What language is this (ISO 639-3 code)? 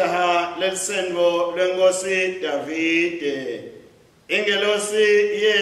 ssw